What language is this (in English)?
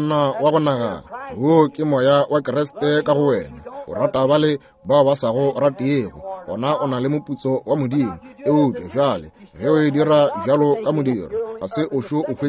Northern Sotho